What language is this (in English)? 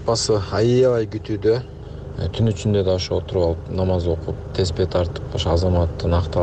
Kyrgyz